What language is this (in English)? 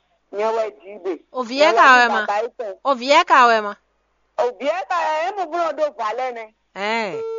Fon